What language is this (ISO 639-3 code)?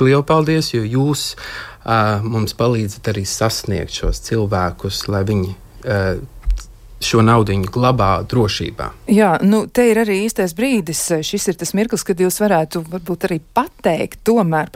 lav